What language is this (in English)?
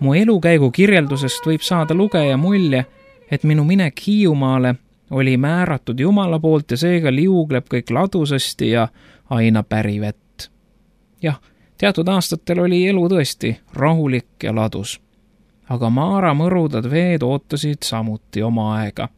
Estonian